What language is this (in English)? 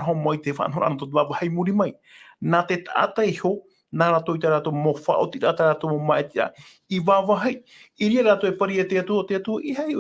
Tahitian